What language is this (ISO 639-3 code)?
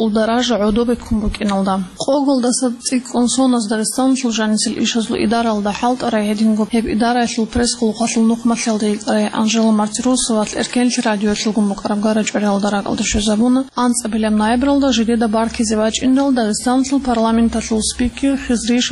ava